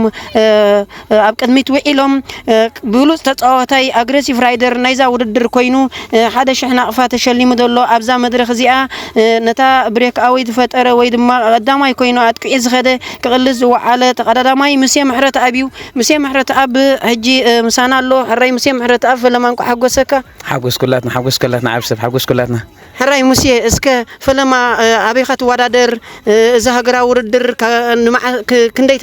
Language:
Tigrinya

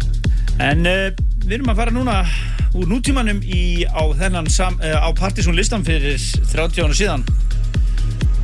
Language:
Icelandic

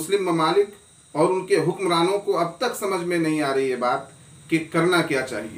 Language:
Urdu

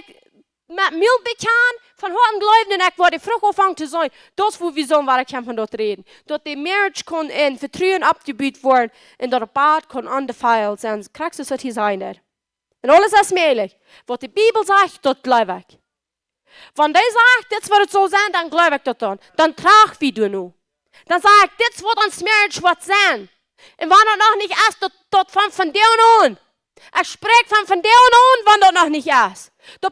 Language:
Plautdietsch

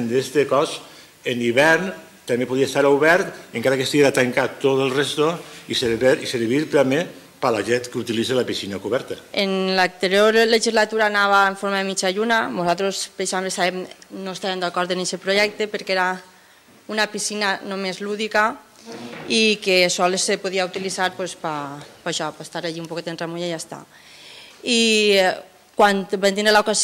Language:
Catalan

